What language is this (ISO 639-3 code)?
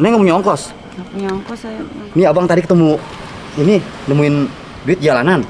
bew